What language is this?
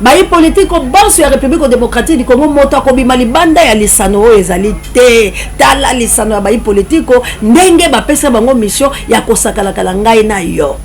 Lingala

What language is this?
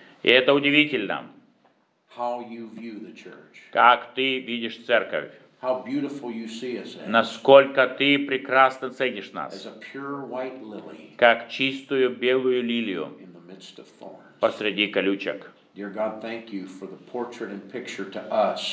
Russian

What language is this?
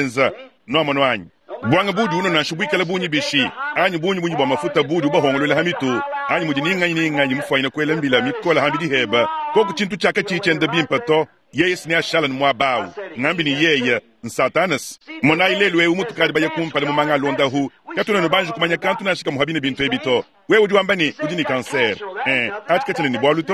Luba-Lulua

